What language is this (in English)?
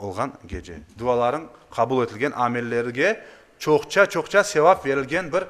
Crimean Tatar